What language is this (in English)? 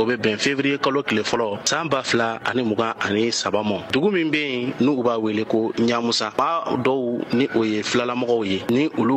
Bambara